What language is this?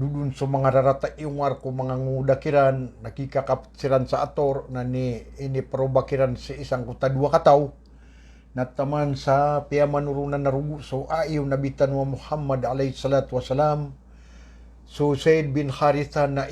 Maranao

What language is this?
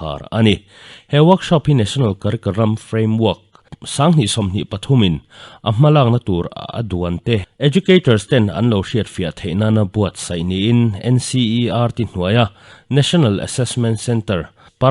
Mizo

